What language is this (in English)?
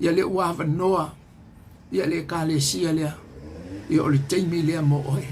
Samoan